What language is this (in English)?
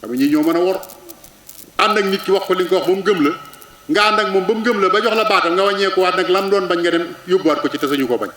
Wolof